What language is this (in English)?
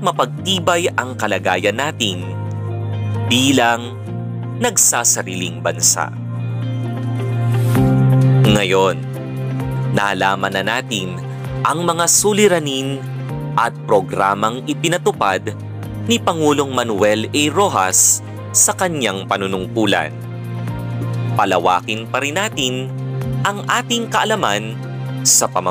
Filipino